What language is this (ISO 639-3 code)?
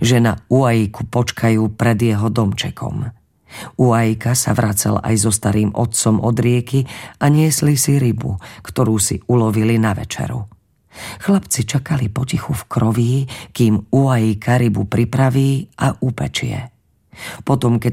slk